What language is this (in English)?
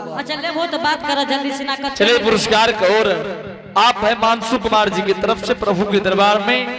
Angika